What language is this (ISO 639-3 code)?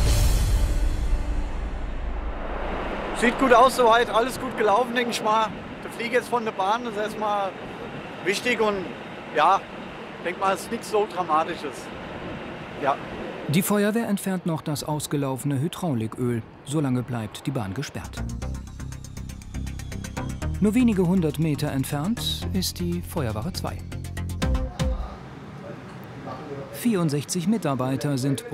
deu